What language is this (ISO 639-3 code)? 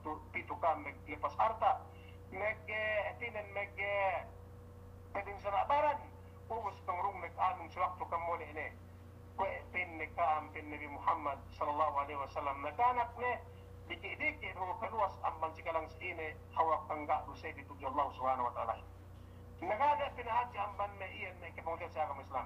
yka